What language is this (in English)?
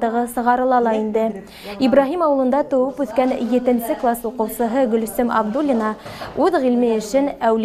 Bashkir